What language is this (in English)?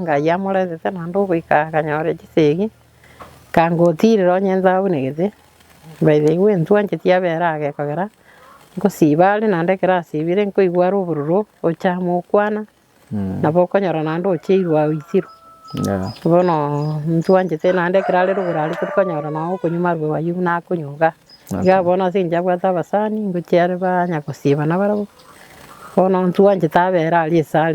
Gusii